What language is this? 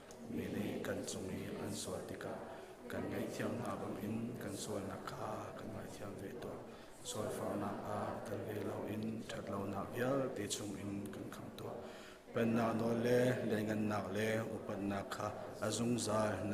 Hakha Chin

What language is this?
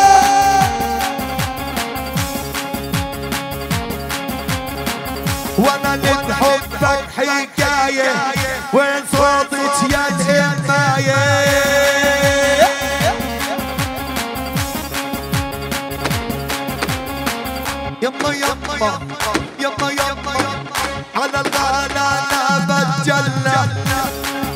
South Levantine Arabic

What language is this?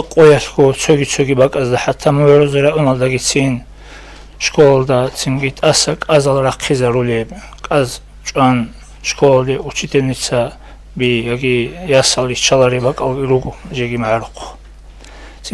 Avaric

